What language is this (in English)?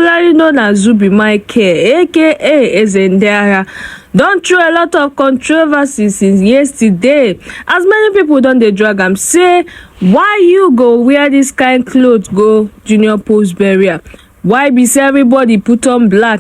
Nigerian Pidgin